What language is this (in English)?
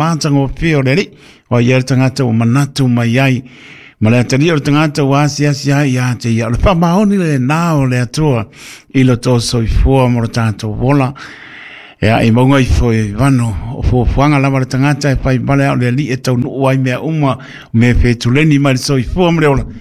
Samoan